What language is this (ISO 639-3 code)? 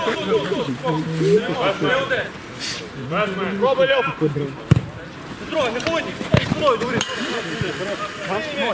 ukr